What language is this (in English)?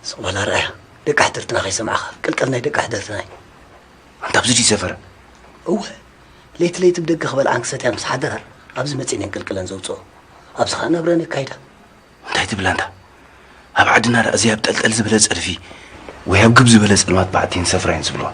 Tigrinya